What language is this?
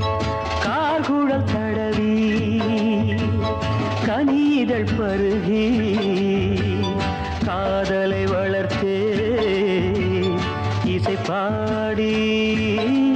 Tamil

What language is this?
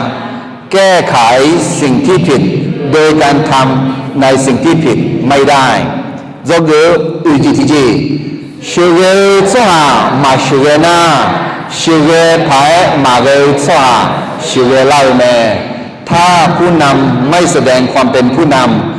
Akha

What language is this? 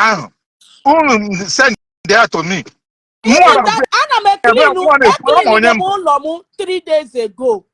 Igbo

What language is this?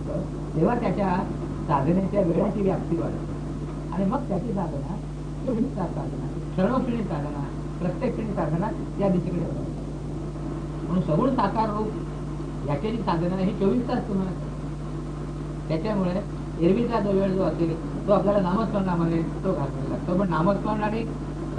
Marathi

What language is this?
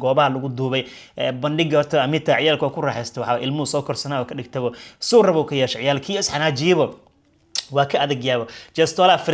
Somali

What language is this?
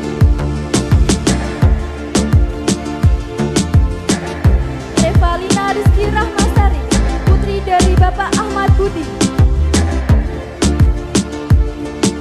Indonesian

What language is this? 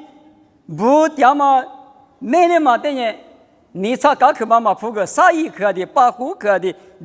Lisu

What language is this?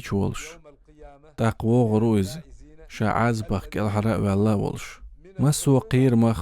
Chechen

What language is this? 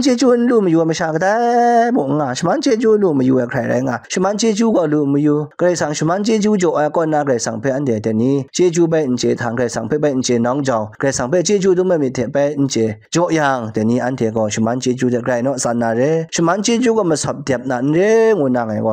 Kachin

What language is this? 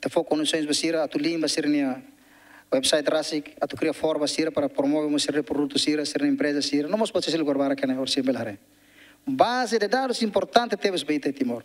Tetum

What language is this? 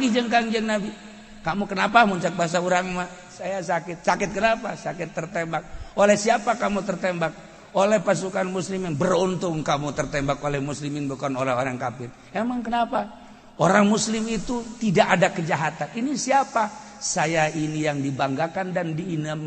Sundanese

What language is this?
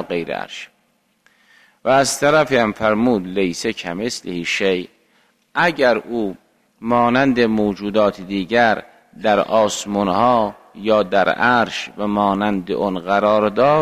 Persian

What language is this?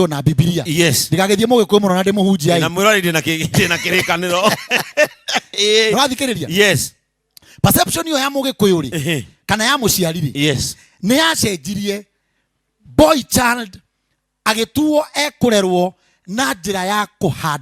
Kikuyu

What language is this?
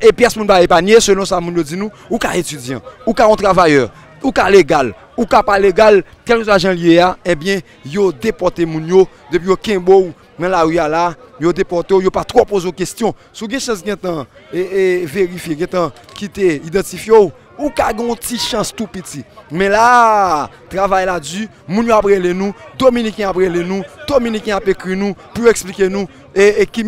Haitian Creole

